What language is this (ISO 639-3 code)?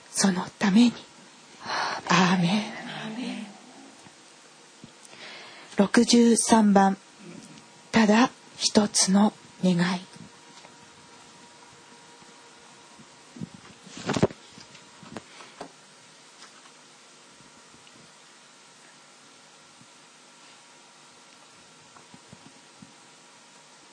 jpn